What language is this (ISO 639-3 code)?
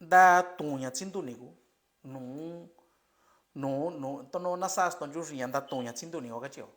mix